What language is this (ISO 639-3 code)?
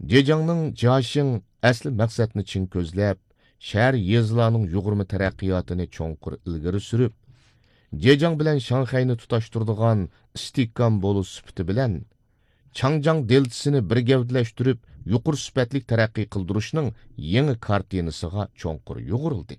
uig